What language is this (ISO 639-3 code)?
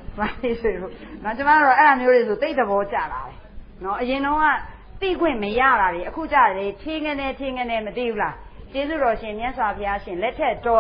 mya